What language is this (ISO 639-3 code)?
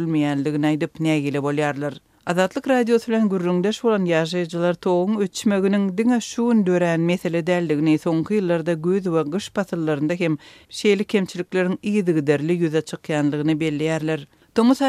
tuk